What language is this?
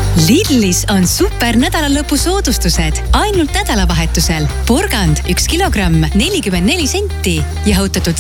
Estonian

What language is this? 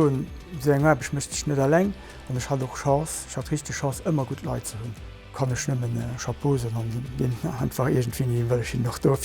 Luxembourgish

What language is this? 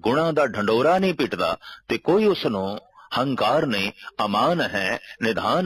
Punjabi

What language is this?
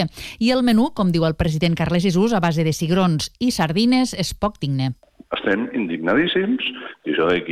Catalan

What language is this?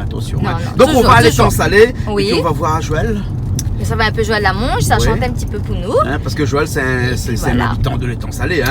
Réunion Creole French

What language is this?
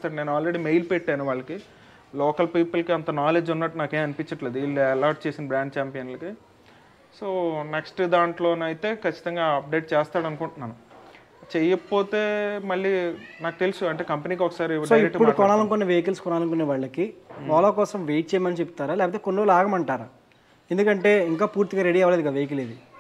Telugu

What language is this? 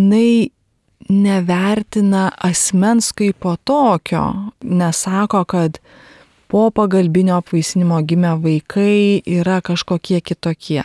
Lithuanian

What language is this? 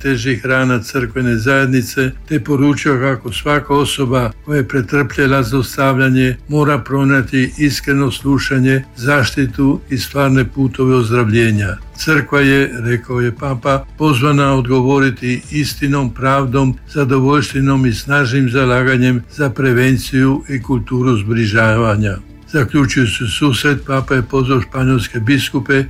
Croatian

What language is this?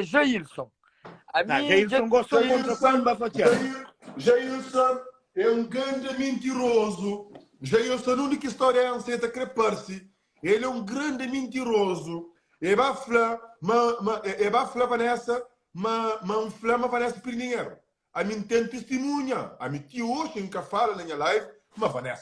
Kabuverdianu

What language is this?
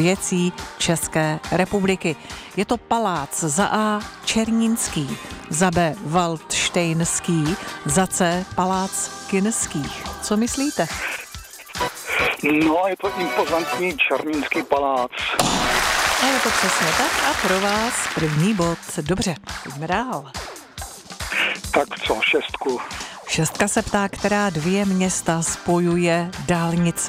Czech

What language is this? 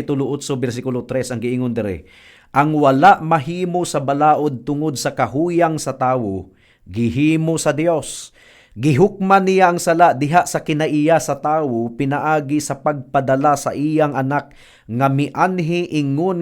Cebuano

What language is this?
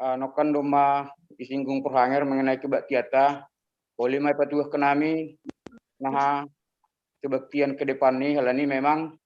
Batak Simalungun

